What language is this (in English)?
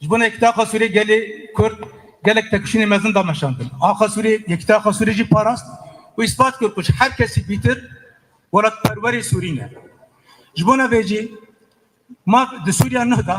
Kurdish